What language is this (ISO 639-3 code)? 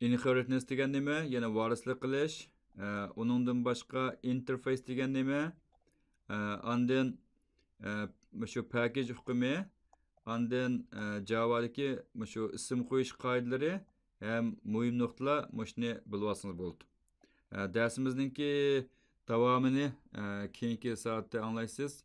uig